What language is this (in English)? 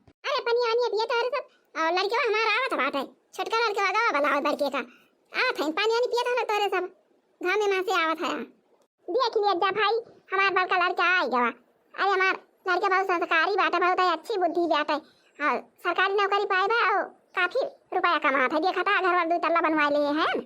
Awadhi